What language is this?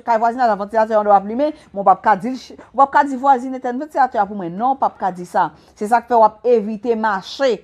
Haitian Creole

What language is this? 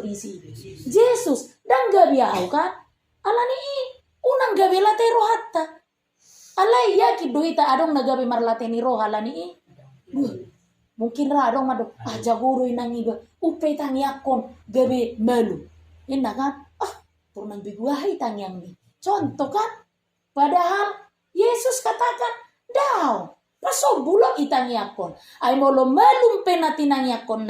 Batak Toba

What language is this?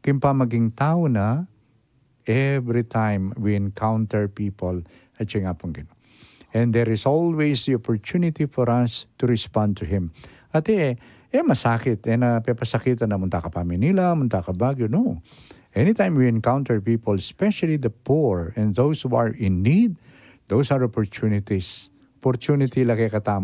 Pampanga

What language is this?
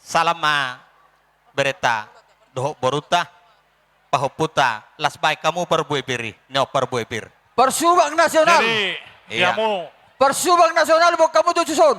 Batak Toba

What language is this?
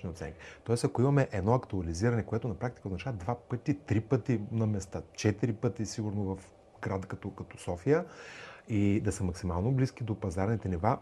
Bulgarian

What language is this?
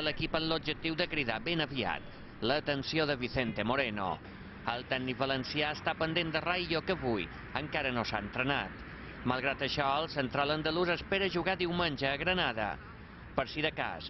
Catalan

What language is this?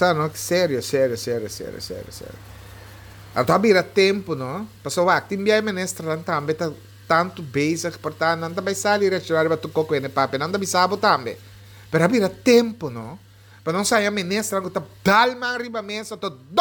Papiamento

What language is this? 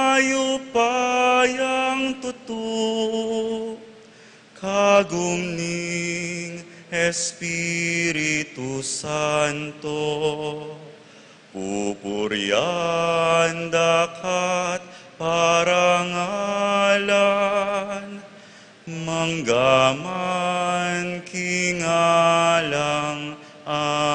Pampanga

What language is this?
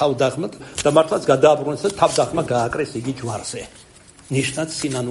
Georgian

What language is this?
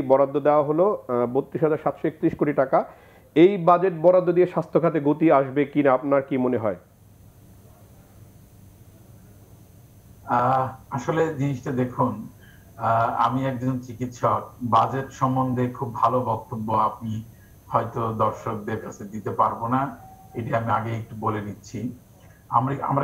Bangla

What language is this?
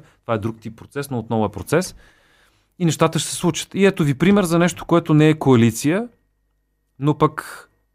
Bulgarian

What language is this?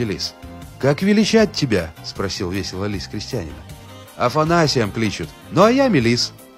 Russian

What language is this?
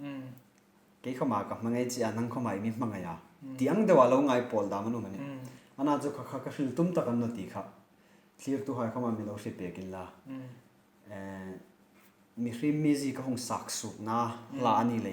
Hmar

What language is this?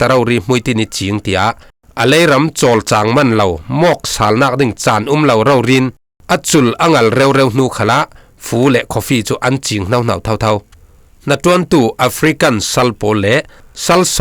Falam Chin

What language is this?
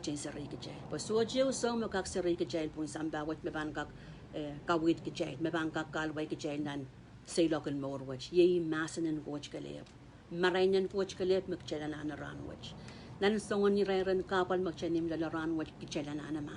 Pohnpeian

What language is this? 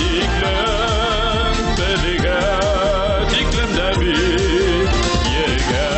Bashkir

